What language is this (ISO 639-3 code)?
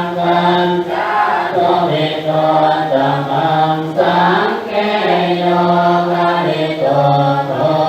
pli